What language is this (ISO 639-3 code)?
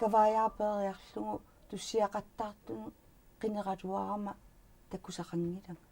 kal